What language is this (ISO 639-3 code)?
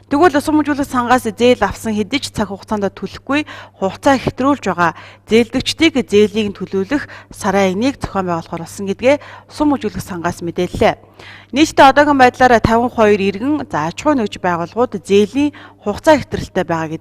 mon